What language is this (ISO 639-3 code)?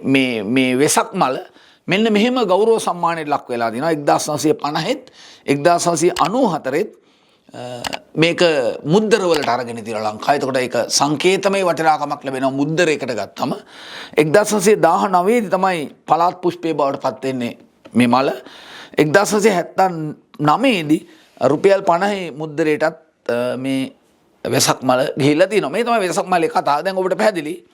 sin